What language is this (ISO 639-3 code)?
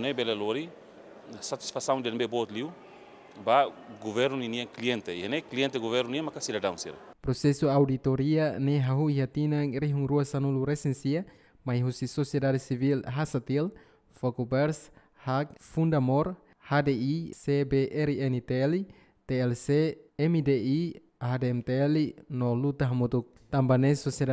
tet